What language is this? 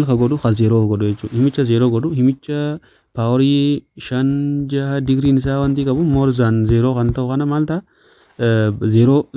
Oromo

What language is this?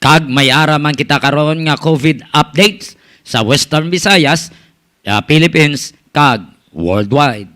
Hiligaynon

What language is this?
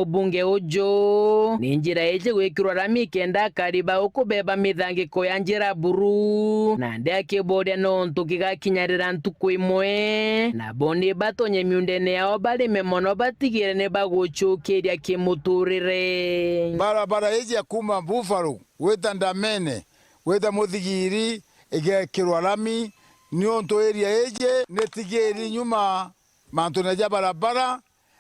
Meru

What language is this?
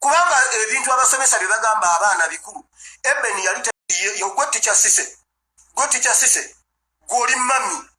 Ganda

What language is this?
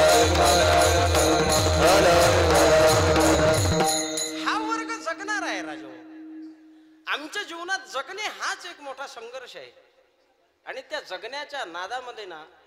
Marathi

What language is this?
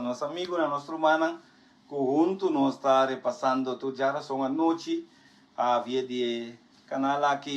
Papiamento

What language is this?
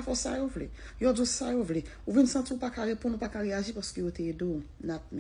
Haitian Creole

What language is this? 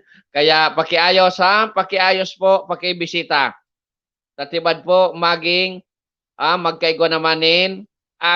Bikol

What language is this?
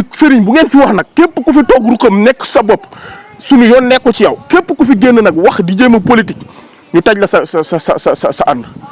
Wolof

